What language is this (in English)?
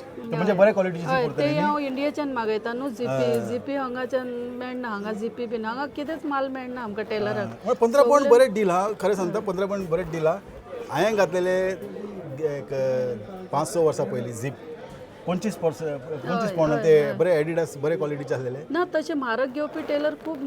Konkani